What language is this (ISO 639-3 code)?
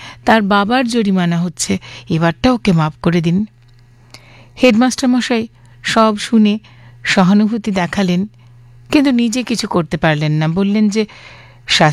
ben